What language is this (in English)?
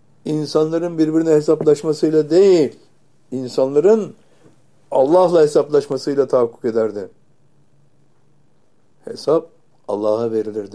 Turkish